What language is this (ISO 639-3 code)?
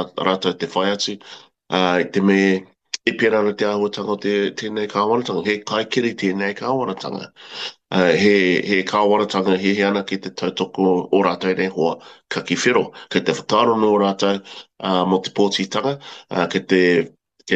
mri